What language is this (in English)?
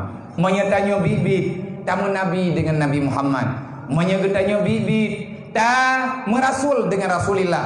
Achinese